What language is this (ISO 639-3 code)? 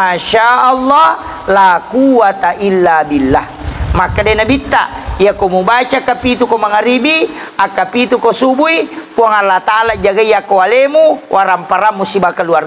bug